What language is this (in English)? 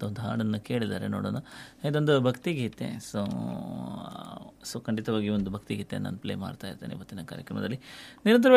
Kannada